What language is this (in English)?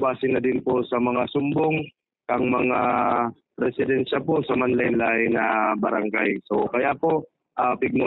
Bikol